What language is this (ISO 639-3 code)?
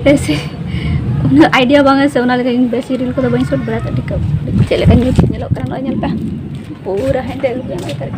sat